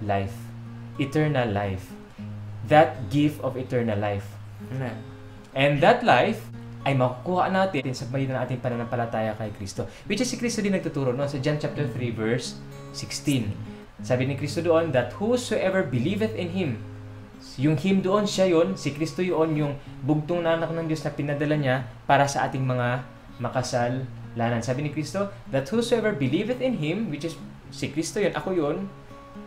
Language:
Filipino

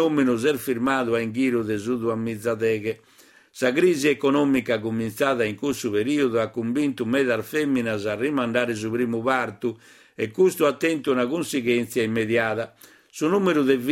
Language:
Sardinian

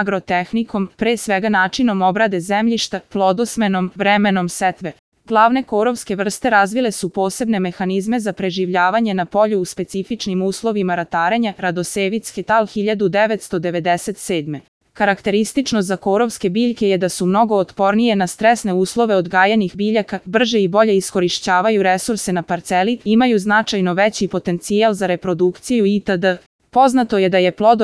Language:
Serbian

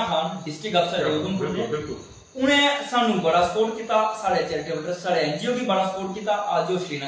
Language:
Dogri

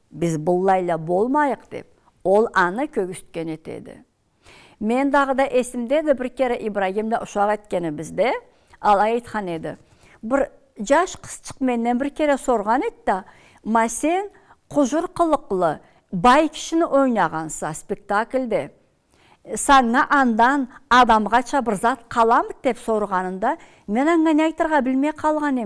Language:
Karachay-Balkar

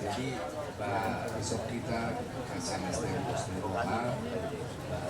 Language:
Batak Toba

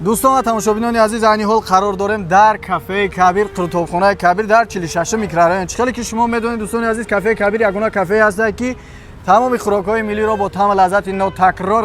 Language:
Tajik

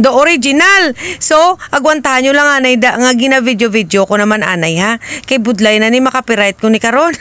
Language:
Hiligaynon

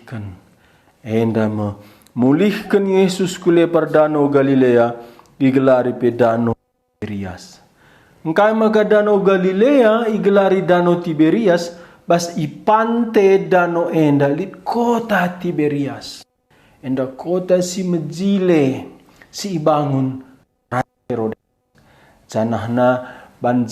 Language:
Batak Karo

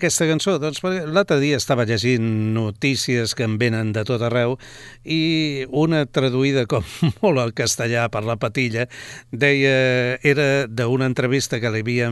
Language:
Catalan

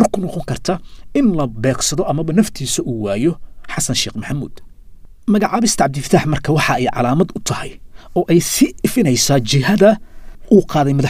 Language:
Somali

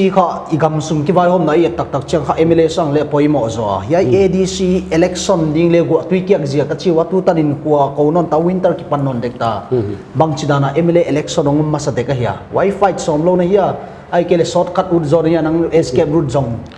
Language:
Paite Chin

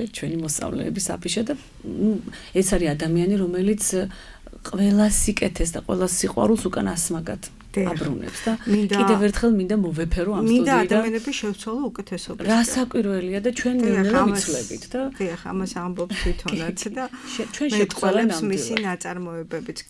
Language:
Georgian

